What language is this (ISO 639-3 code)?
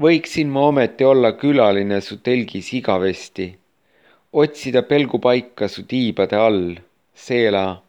est